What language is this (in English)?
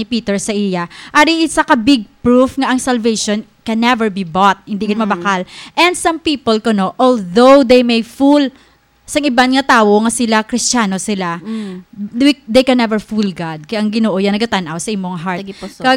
Hiligaynon